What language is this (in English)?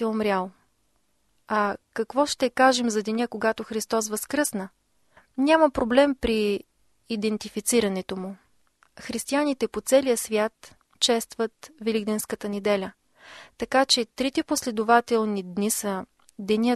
Bulgarian